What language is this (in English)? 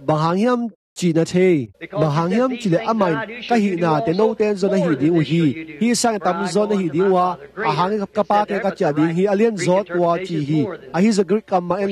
Tedim Chin